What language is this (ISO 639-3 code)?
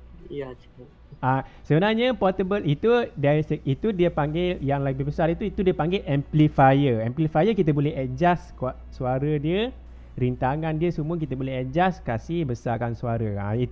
msa